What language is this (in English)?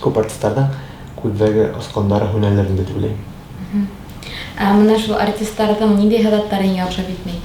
Bashkir